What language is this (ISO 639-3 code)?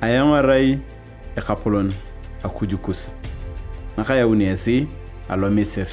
tuv